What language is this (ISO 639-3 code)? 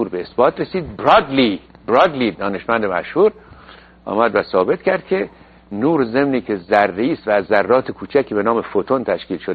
fas